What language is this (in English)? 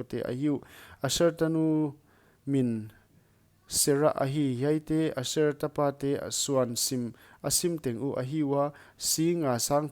Paite Chin